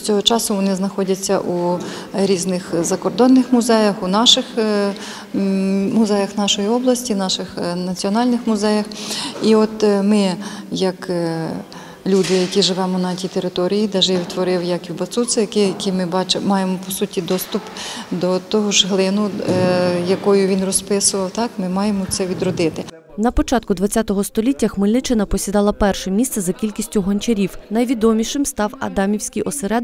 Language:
Ukrainian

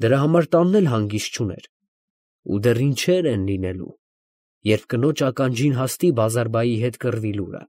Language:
Armenian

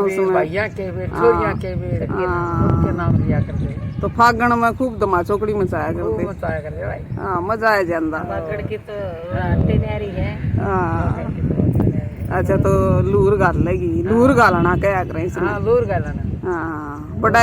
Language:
Haryanvi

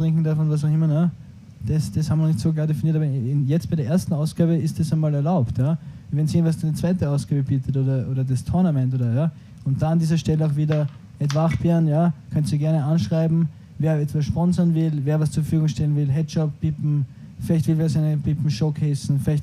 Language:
Bavarian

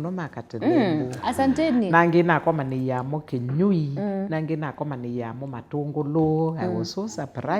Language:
Kamba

